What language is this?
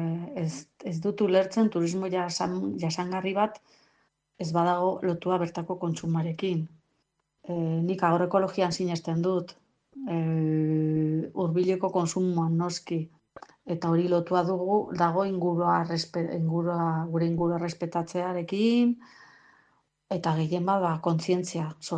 Basque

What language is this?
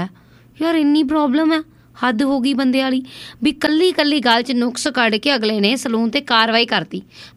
Punjabi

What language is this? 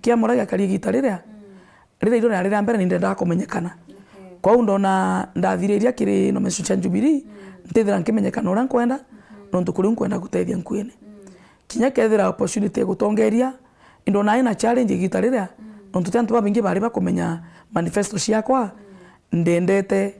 Meru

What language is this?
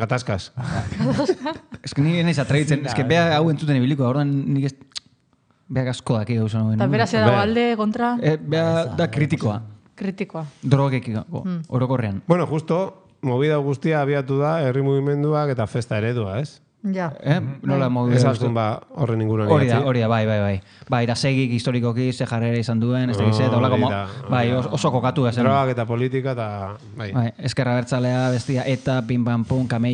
Basque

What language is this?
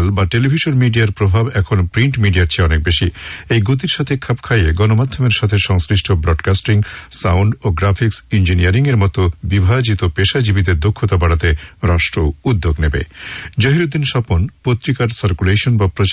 Bangla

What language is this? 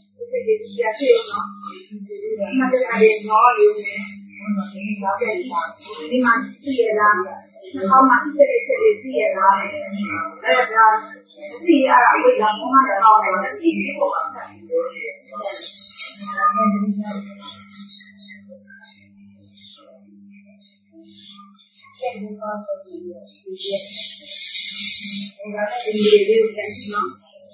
Burmese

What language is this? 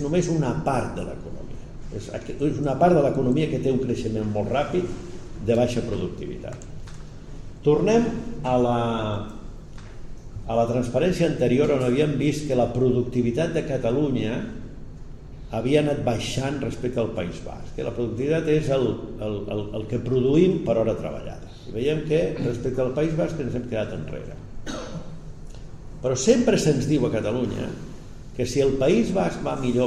Catalan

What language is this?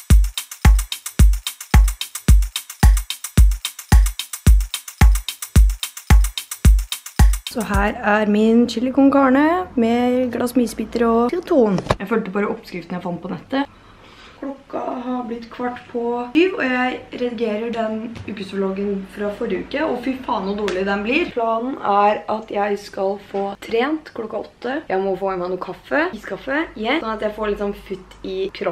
Norwegian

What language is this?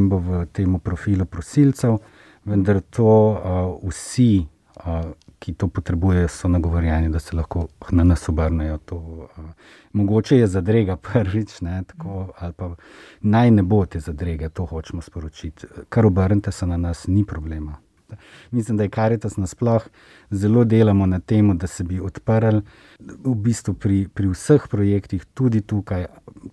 Slovenian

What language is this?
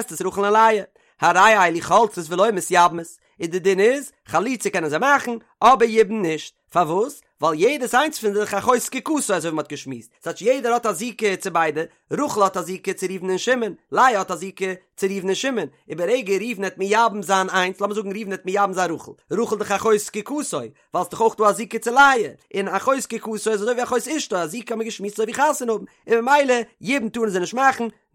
Yiddish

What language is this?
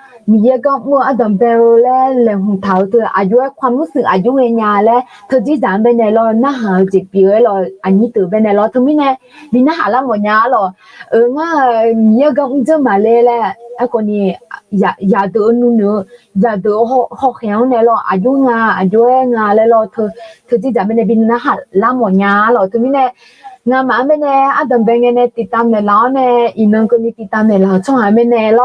Akha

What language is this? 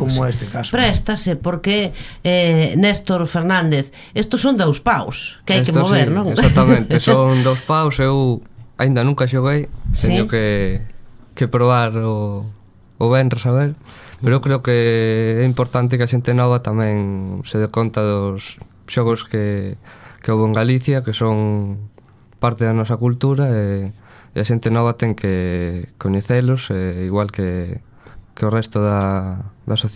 Galician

